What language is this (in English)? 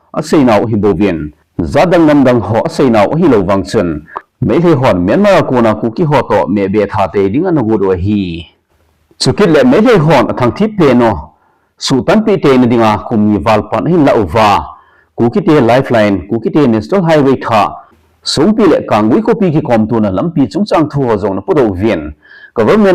Thado Chin